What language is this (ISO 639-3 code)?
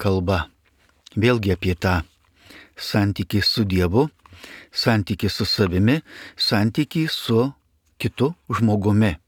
lit